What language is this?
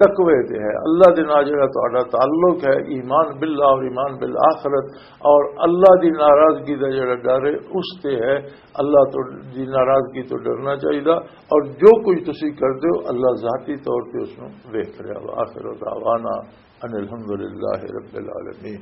Western Panjabi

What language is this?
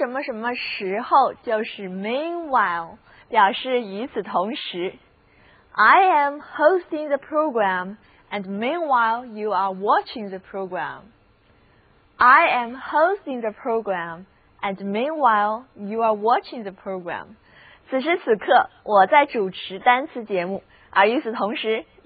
Chinese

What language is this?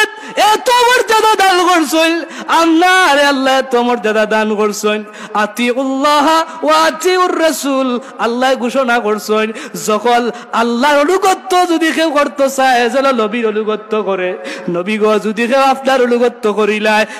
Sylheti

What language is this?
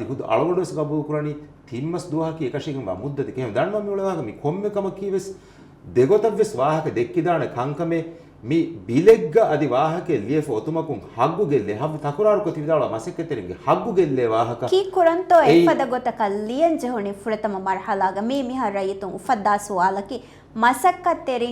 Divehi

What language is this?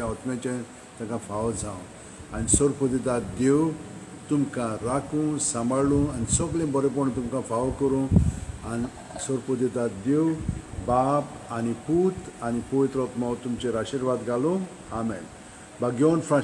Konkani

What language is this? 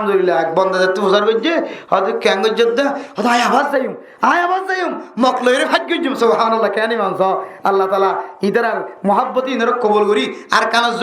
Rohingya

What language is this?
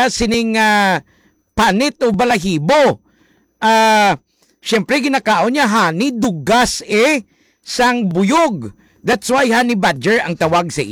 Hiligaynon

